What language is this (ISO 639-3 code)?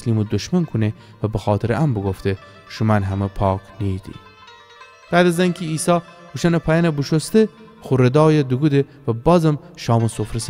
glk